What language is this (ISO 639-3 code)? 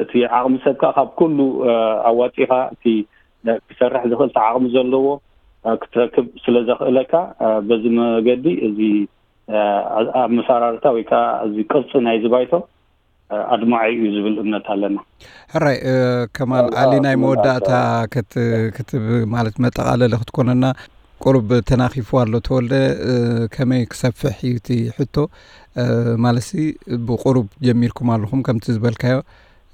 tir